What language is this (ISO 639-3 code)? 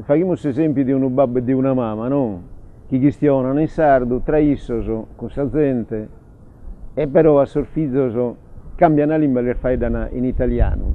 srd